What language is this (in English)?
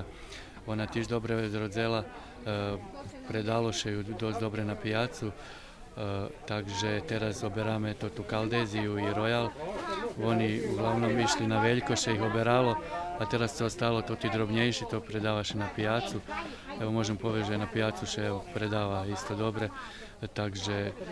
Rusyn